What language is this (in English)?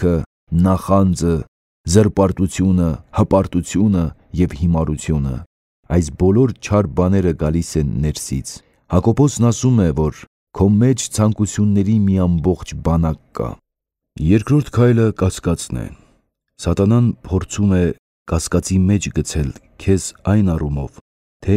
Armenian